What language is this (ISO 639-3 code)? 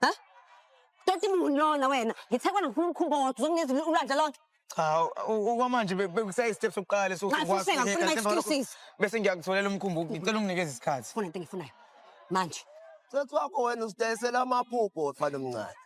zul